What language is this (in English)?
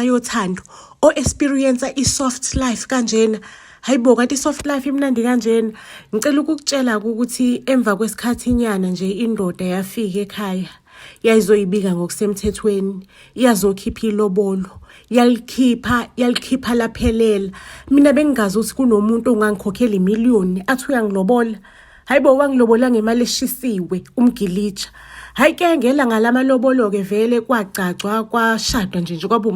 Zulu